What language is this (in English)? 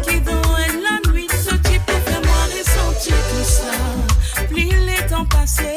Morisyen